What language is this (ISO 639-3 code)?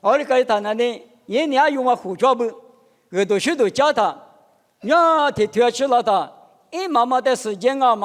lis